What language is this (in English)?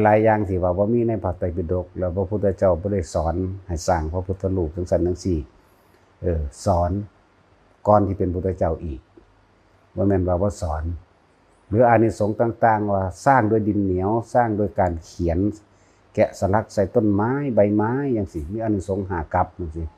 Northeastern Thai